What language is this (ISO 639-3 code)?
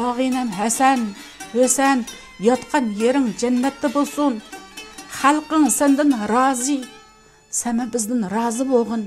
uig